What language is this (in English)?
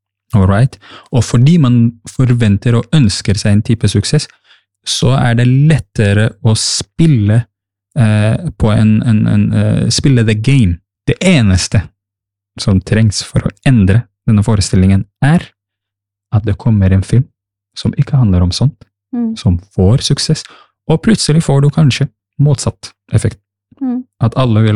Norwegian